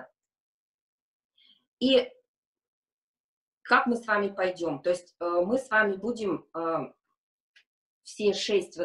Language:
Russian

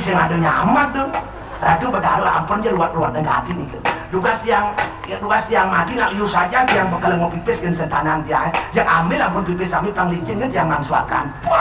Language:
Balinese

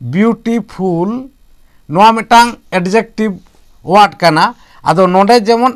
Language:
Santali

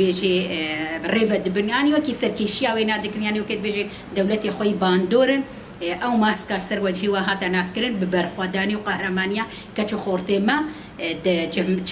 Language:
Kurdish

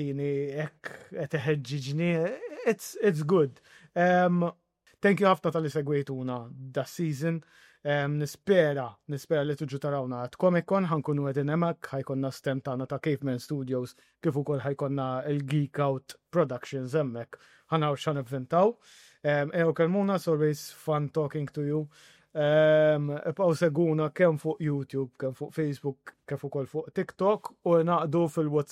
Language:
Maltese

